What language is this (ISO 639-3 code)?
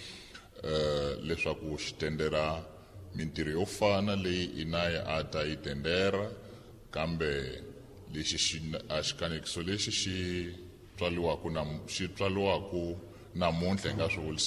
tso